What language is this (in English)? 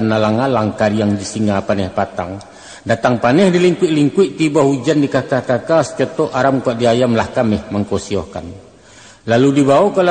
Minangkabau